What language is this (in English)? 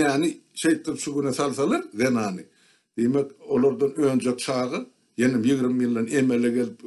Turkmen